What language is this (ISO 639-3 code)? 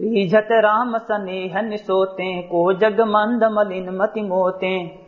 awa